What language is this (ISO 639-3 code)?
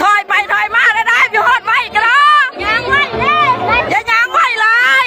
lao